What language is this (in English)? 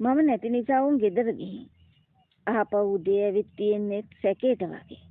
Sinhala